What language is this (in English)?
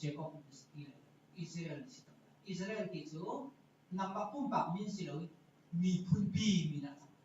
Hakha Chin